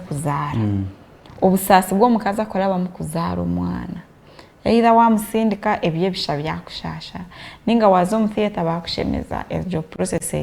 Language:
Nyankole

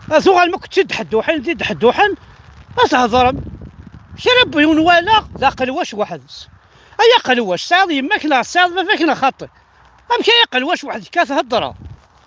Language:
Kabyle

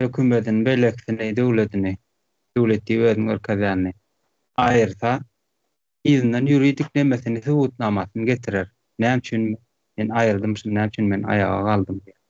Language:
Turkmen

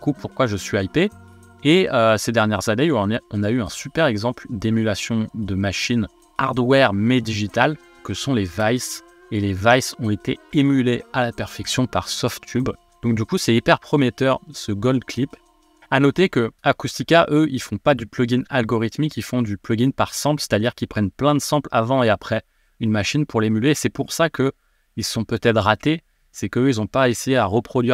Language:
French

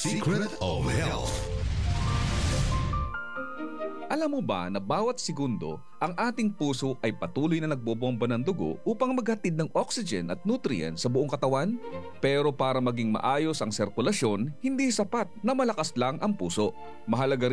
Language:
Filipino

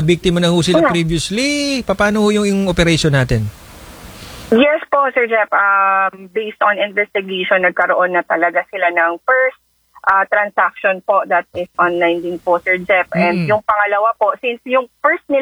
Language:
Filipino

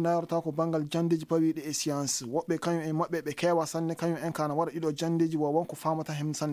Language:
Fula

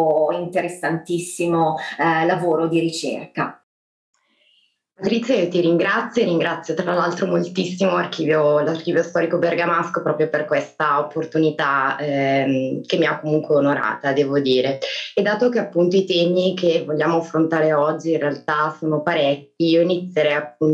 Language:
Italian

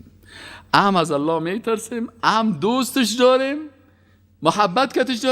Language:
Persian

